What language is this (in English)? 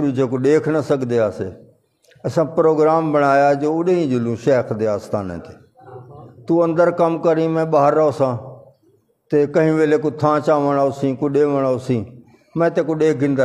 Saraiki